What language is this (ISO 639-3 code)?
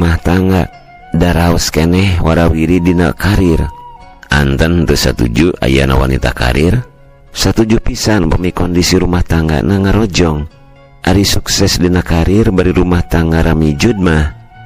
sun